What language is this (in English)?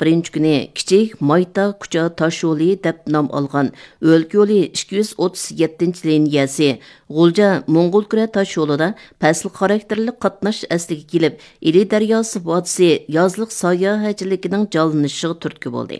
Uyghur